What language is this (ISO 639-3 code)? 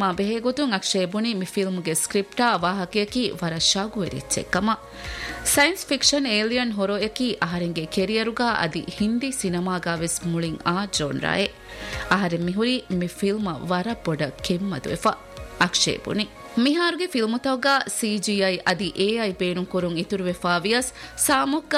div